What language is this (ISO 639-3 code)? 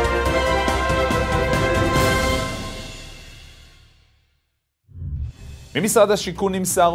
heb